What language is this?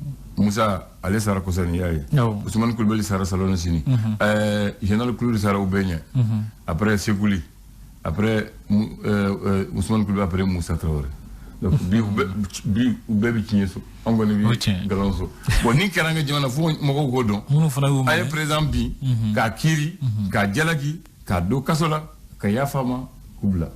Bambara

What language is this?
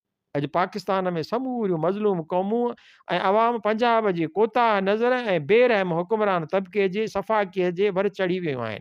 Sindhi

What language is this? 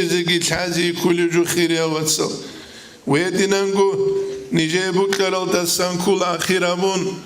Avaric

